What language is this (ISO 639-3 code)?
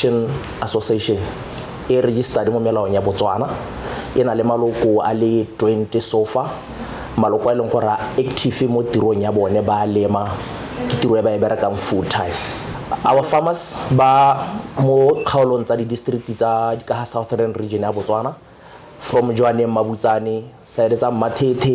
tsn